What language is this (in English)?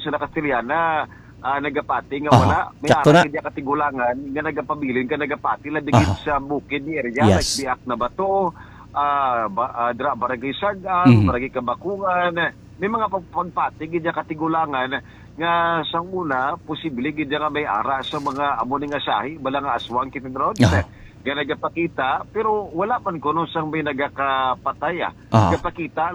Hiligaynon